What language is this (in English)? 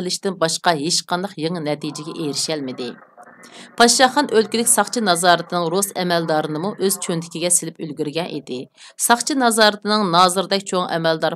Uyghur